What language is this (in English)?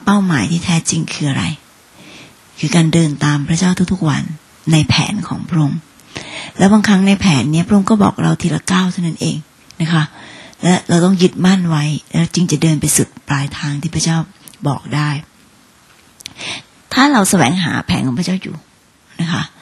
Thai